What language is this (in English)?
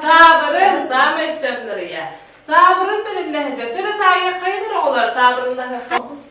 Yakut